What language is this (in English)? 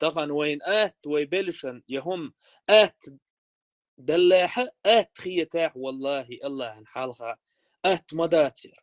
Chechen